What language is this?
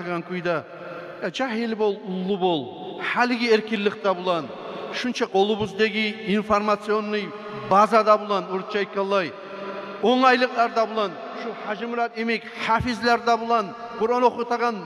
Kumyk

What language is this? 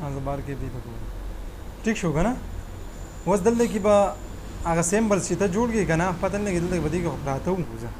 Pashto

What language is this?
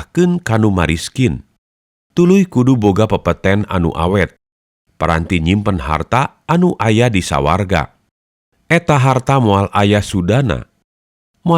Sundanese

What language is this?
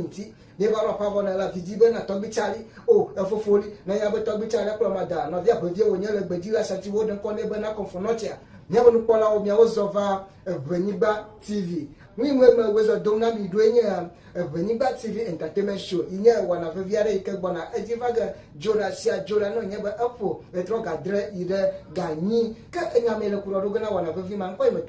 Ewe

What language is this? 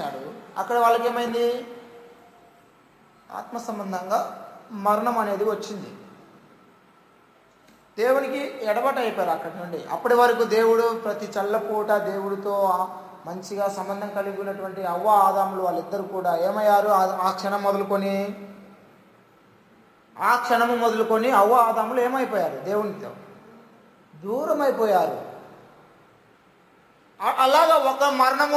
Telugu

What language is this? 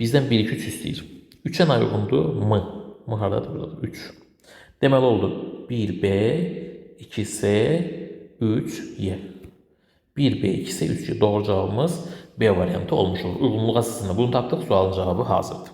Azerbaijani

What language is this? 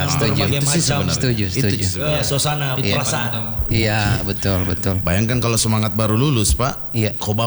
Indonesian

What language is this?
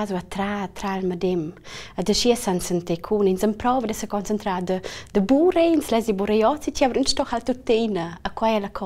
Romansh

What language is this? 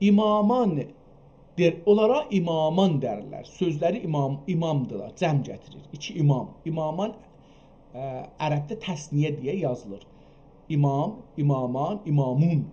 South Azerbaijani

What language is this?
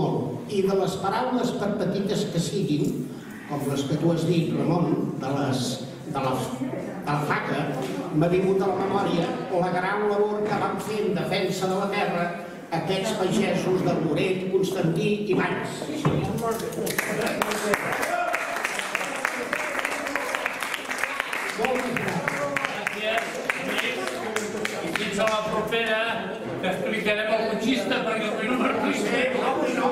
Catalan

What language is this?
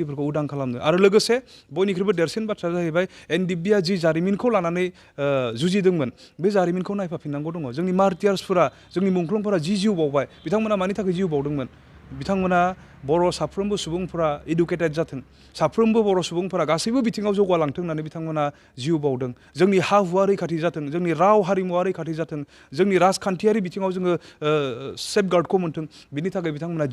Bodo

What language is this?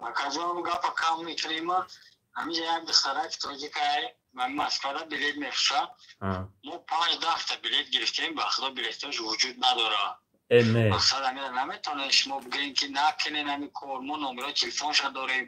Tajik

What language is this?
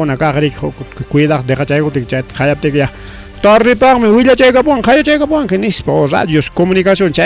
Ayacucho Quechua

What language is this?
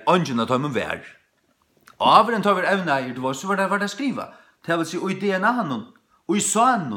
Faroese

